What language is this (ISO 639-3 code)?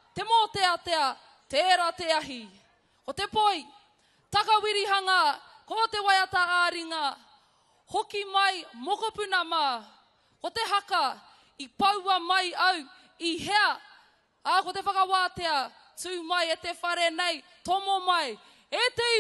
mri